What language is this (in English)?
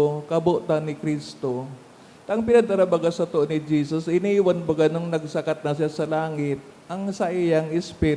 Bikol